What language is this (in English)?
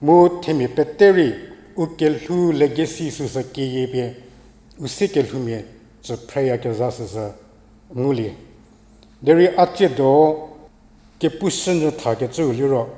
Angami Naga